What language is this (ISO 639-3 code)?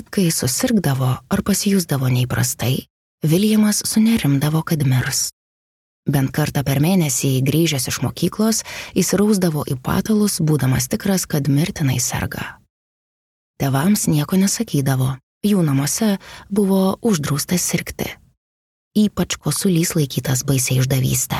lit